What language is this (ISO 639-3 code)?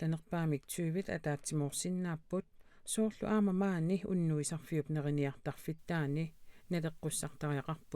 kal